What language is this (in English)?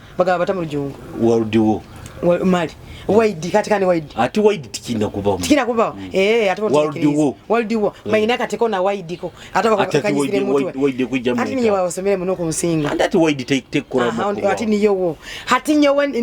Nyoro